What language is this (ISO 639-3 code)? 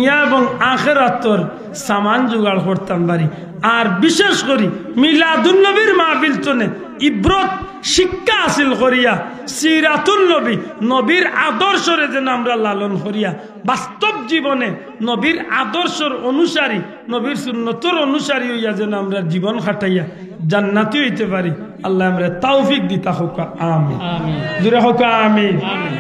syl